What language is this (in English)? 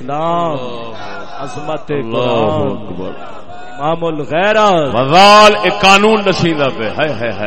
Saraiki